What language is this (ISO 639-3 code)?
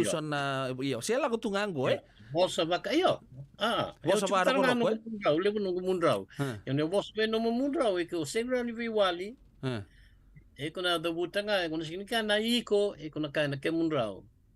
fij